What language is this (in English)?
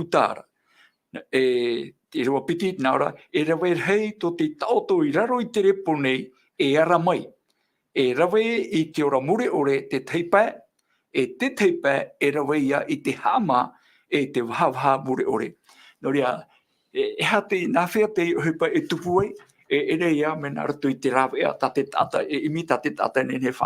Tahitian